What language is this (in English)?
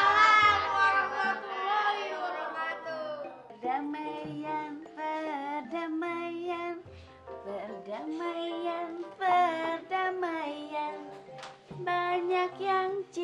Betawi